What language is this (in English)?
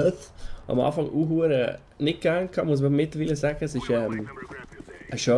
Swiss German